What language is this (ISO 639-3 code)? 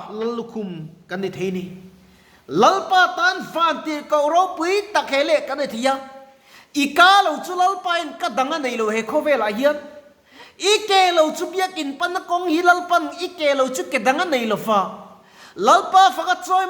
lus